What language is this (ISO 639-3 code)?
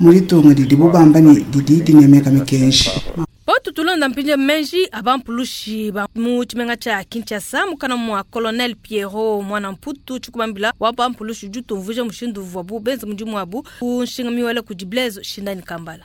lua